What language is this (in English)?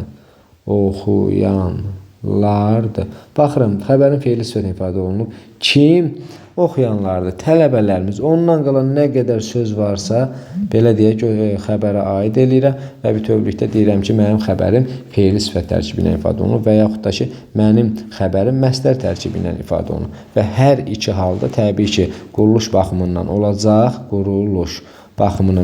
Azerbaijani